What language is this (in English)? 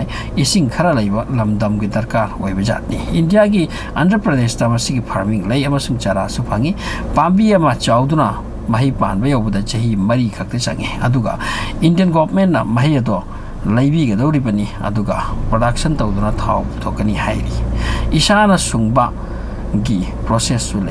Manipuri